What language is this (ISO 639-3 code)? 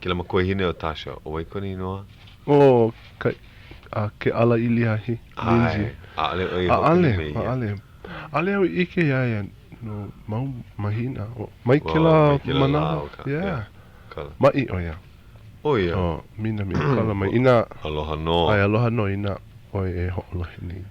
haw